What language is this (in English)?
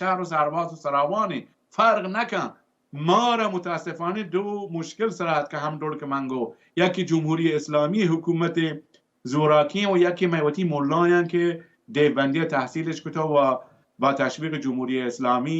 Baluchi